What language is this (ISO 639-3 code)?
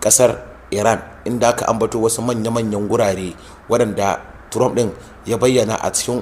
hau